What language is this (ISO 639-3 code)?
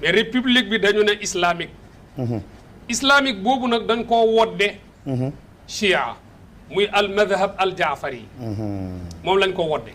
wol